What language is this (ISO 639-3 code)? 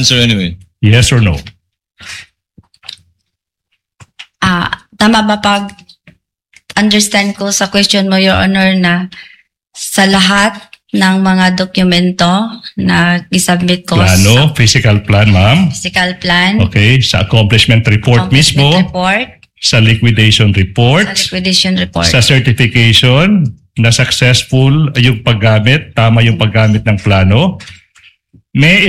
fil